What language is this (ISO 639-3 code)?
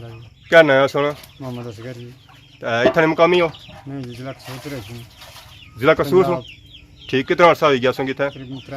phr